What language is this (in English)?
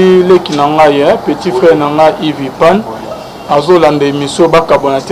Lingala